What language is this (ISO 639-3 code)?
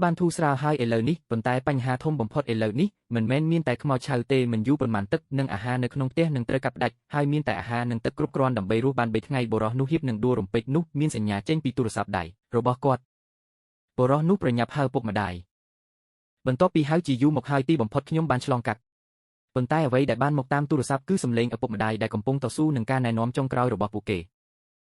khm